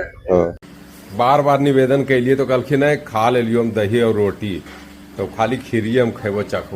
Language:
Magahi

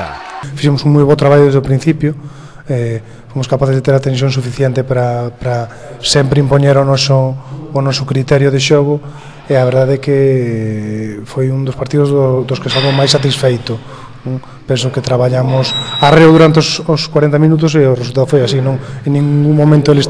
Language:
Galician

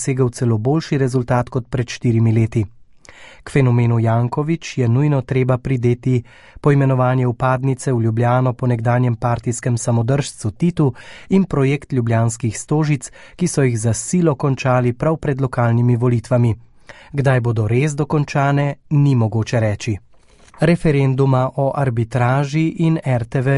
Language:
Slovenian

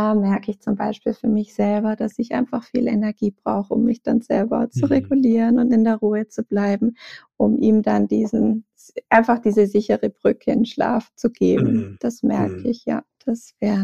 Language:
German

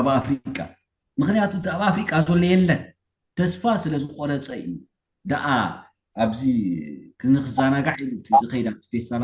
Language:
Tigrinya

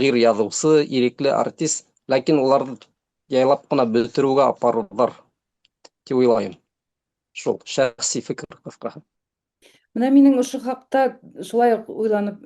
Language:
Bashkir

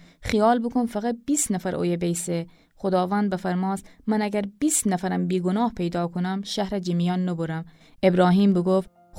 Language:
Gilaki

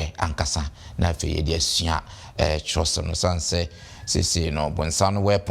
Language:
Akan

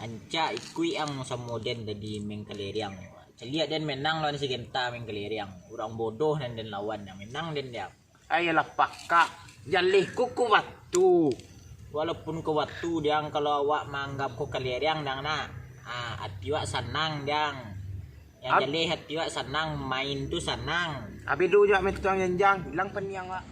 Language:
Minangkabau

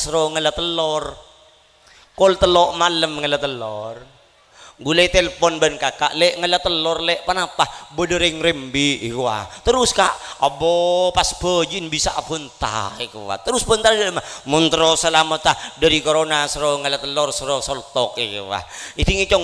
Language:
Madurese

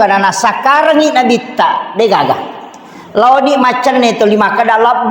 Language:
Buginese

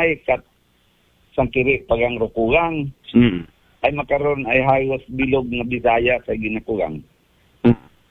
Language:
Aklanon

